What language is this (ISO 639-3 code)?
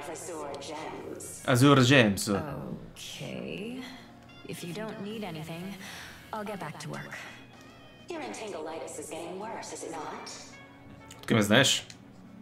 bul